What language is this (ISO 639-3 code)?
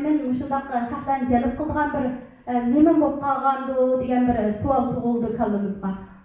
uig